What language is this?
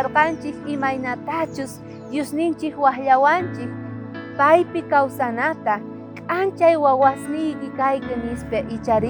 South Bolivian Quechua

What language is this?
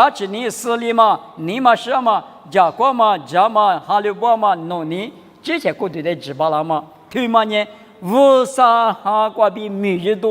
Lisu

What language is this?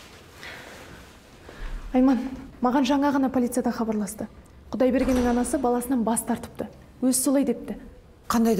Kazakh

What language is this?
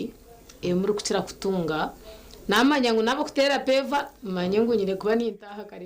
Nyankole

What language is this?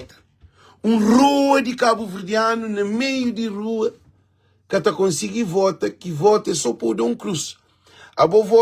Kabuverdianu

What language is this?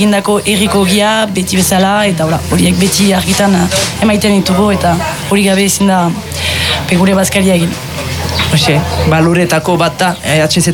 Basque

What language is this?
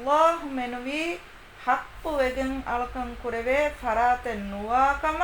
Divehi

